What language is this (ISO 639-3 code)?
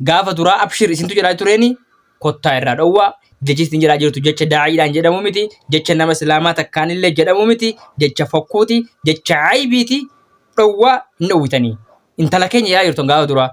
orm